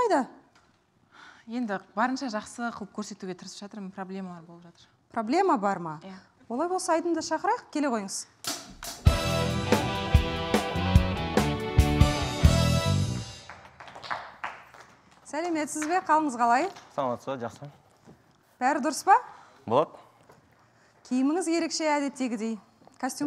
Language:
Kazakh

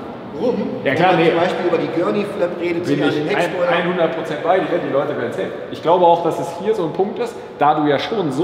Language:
German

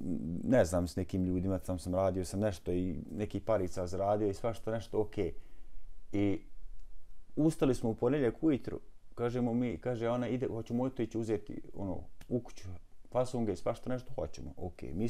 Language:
Bosnian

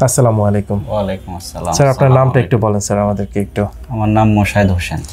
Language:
Bangla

